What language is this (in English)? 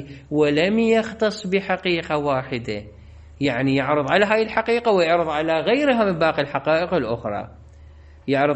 Mesopotamian Arabic